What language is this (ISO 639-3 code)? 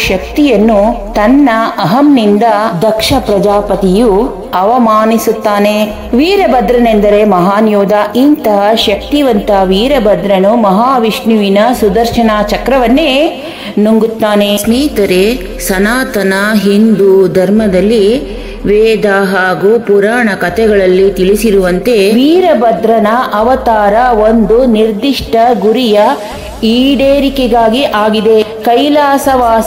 kan